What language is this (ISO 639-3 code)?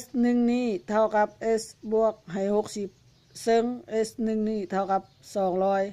lao